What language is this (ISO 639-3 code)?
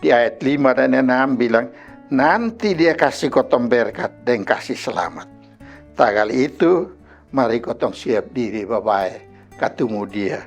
mkn